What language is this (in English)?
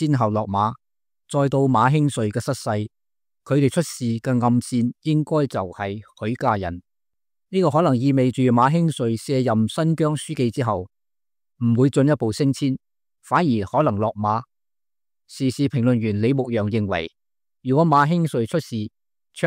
Cantonese